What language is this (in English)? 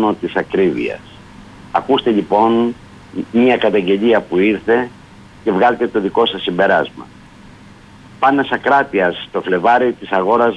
Greek